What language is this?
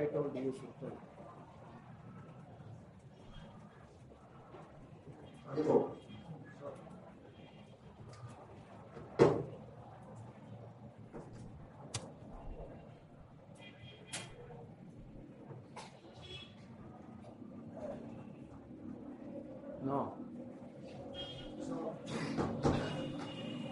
Hindi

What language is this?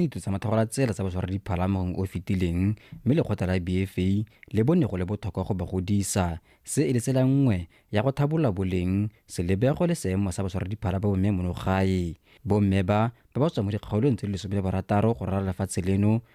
Tswana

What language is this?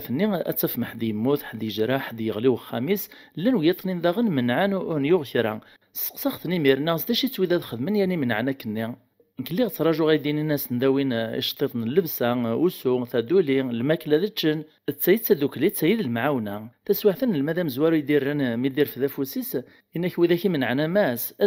Kabyle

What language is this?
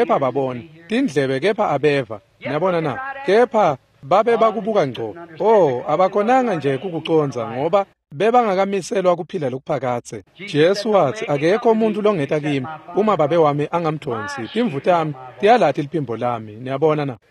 Swati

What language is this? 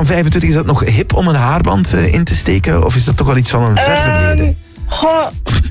Dutch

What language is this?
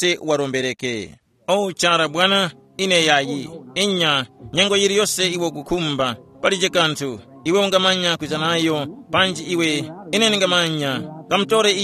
Tumbuka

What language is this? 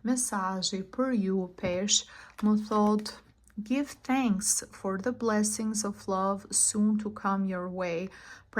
Albanian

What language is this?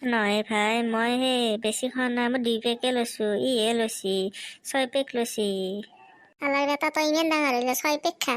Assamese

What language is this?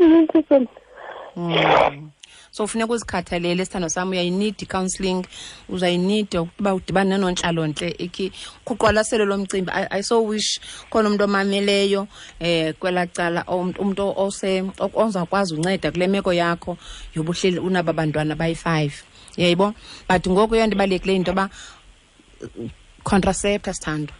Xhosa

